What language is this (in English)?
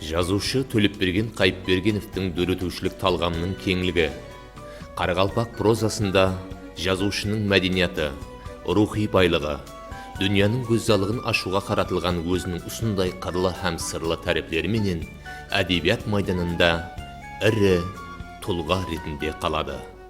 Kara-Kalpak